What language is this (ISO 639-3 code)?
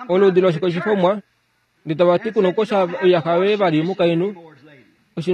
kua